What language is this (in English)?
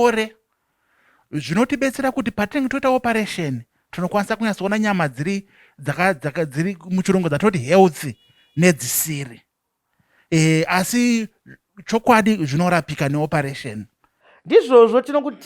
Shona